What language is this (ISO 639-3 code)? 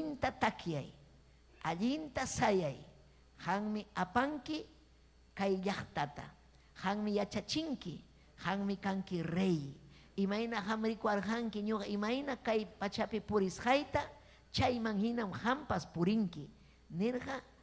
quy